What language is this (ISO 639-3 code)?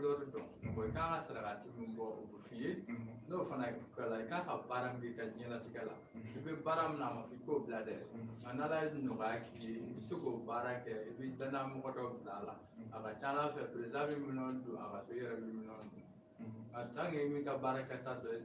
bam